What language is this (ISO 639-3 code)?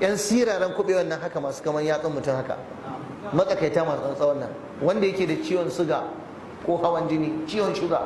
hau